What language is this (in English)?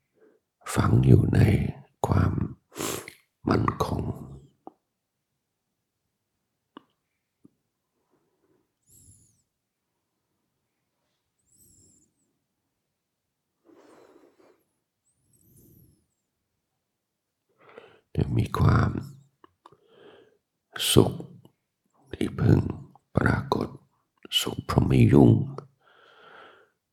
Thai